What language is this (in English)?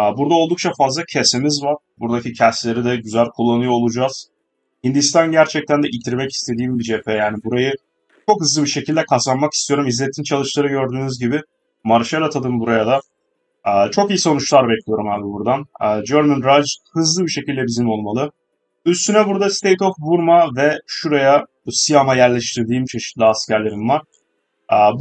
Turkish